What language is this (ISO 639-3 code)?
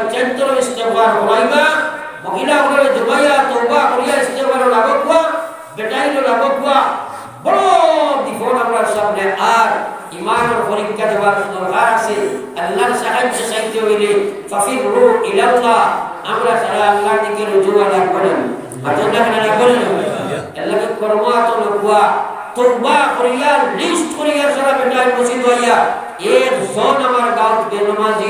syl